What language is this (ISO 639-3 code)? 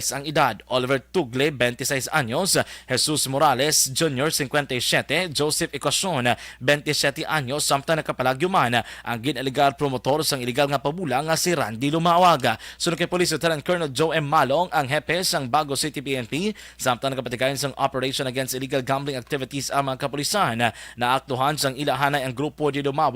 hil